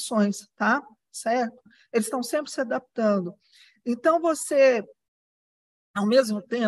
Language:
Portuguese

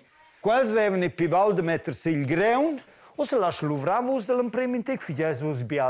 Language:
Romansh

